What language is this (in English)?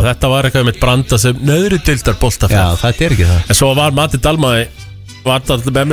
Icelandic